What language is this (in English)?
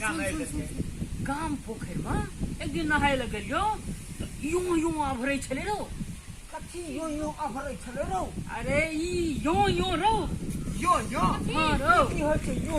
Maithili